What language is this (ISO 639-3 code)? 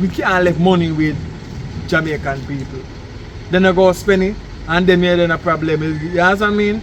jam